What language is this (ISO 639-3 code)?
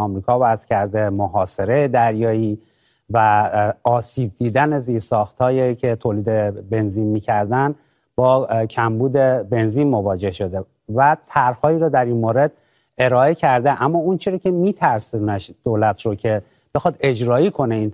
fas